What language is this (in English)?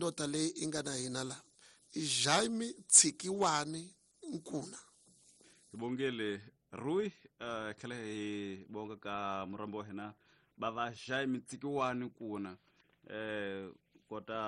Tsonga